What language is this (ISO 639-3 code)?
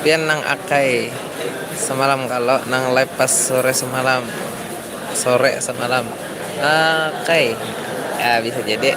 bjn